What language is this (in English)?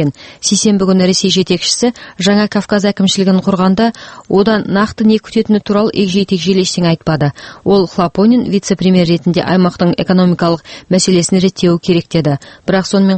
Kazakh